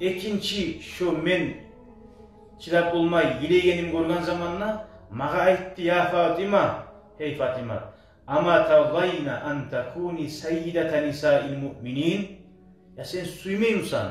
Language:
Kumyk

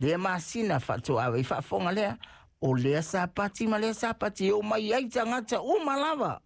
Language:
Samoan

